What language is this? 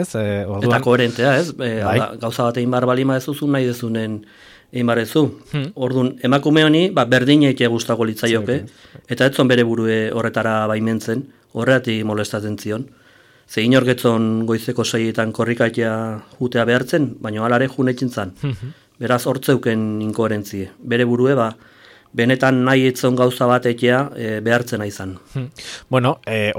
Basque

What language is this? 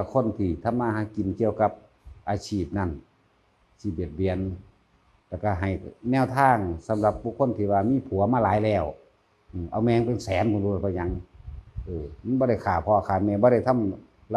Northeastern Thai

